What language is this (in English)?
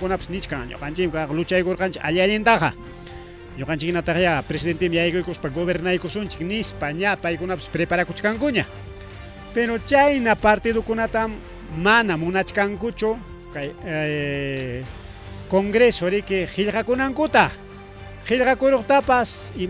Ayacucho Quechua